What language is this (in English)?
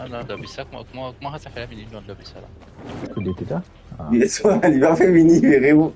Morisyen